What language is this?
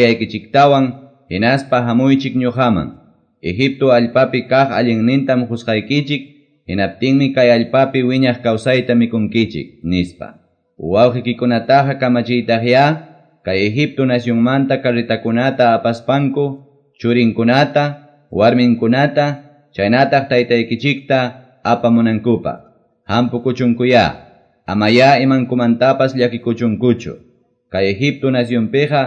Quechua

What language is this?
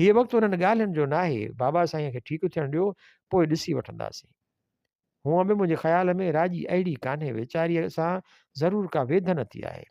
Sindhi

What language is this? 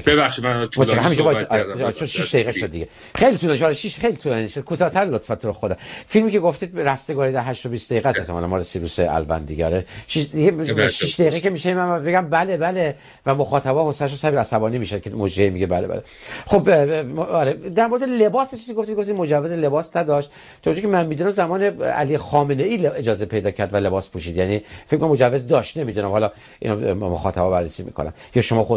Persian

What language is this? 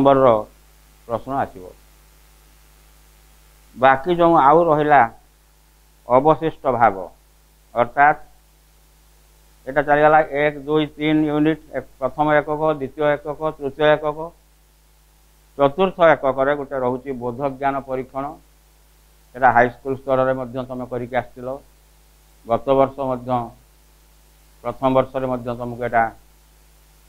Odia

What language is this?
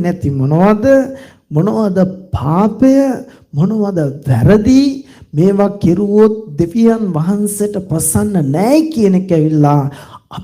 Sinhala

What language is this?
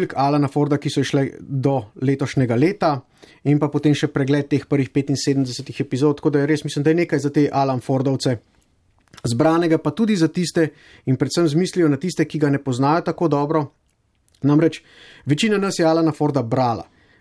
Slovenian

